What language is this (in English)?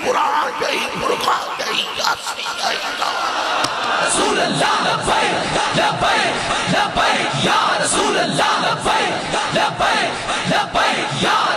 Urdu